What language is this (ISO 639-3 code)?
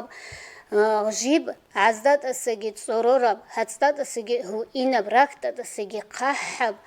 ava